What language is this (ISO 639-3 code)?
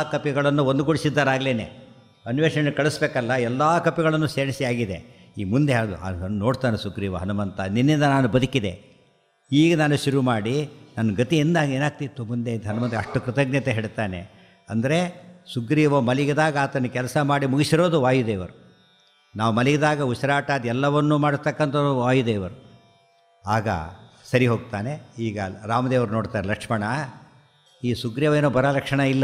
kan